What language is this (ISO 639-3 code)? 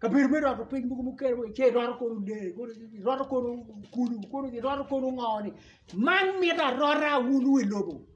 ach